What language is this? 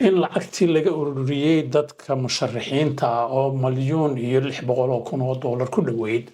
Somali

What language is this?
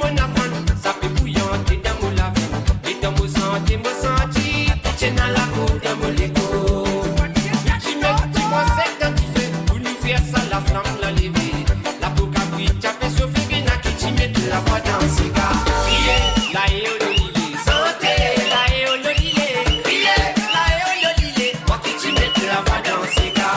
Morisyen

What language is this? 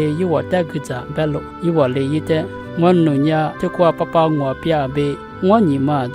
Lisu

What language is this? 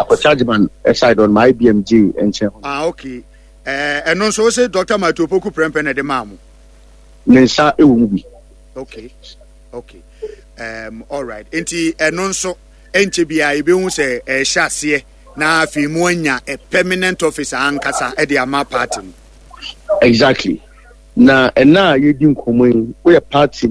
Akan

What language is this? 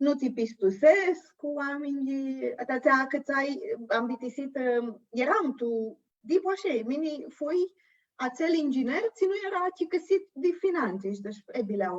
Aromanian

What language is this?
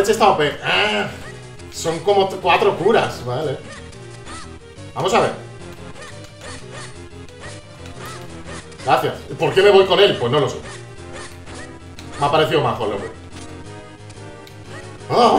Spanish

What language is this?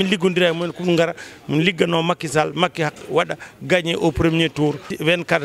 Fula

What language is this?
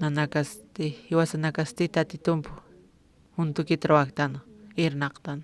Aymara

